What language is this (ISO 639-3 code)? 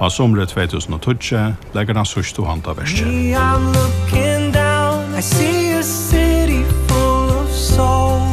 fao